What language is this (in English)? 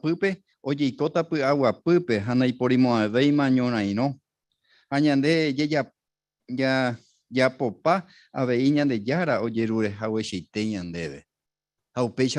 Guarani